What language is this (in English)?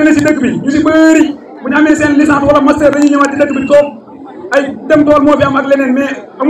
Wolof